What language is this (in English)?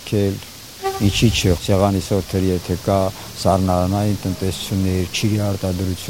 Armenian